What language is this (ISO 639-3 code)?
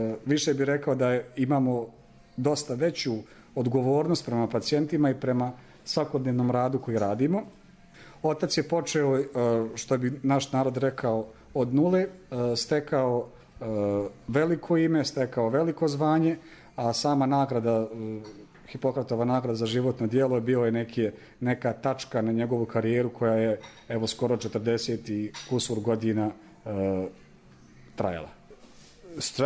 hrv